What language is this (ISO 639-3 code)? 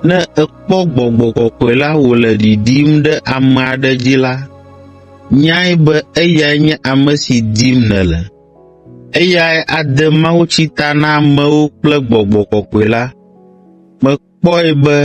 ewe